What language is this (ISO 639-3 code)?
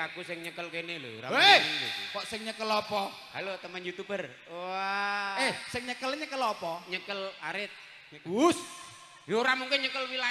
jav